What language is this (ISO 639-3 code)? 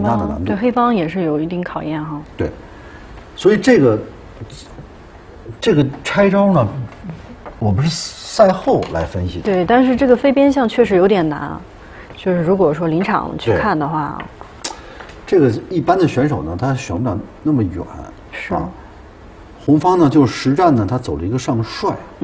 zho